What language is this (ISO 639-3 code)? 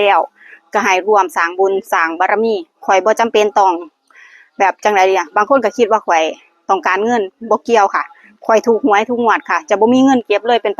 tts